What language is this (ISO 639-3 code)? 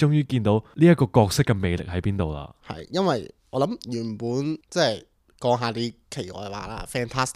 yue